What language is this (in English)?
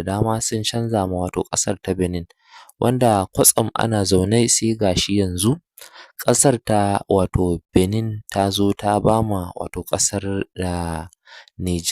Hausa